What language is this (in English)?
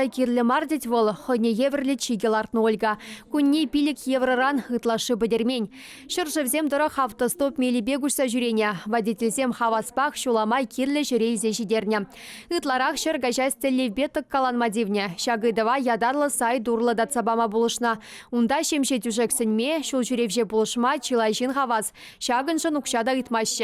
Chuvash